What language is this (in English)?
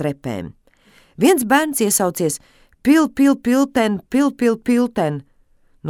Latvian